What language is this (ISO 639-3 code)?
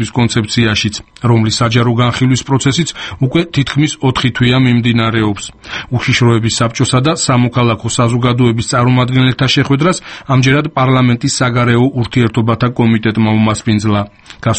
kat